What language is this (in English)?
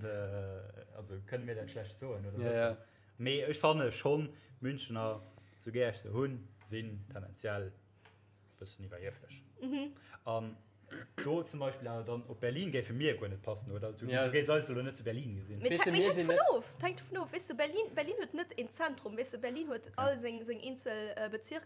Luxembourgish